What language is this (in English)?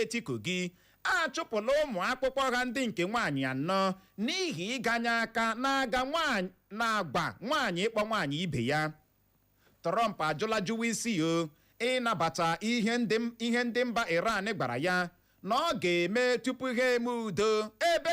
Igbo